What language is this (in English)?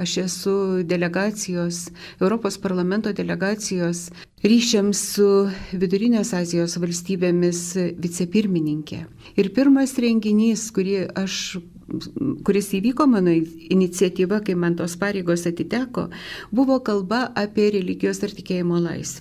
Lithuanian